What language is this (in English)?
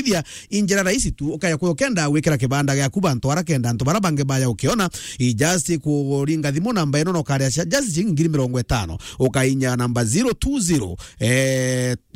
Meru